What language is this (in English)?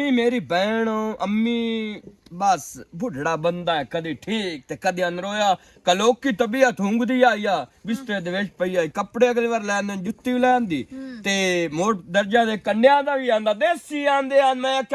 Western Panjabi